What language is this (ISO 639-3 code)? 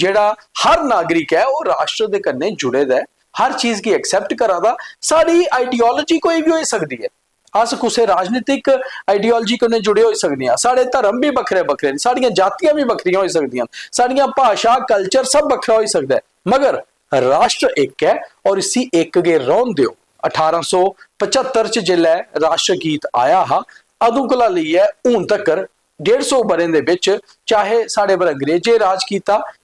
doi